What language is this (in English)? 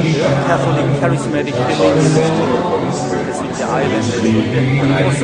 Korean